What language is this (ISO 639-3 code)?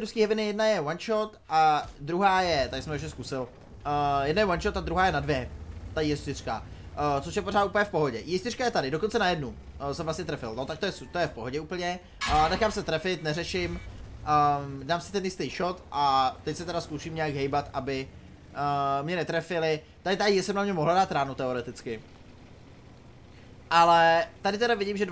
ces